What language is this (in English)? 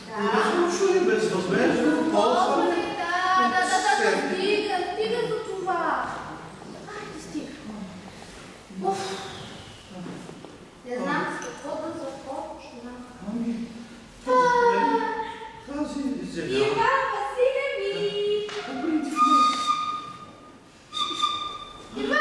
Bulgarian